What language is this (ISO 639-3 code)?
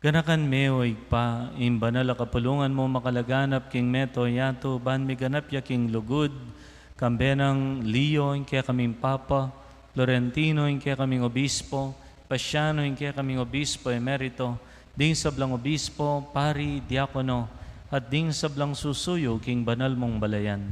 pam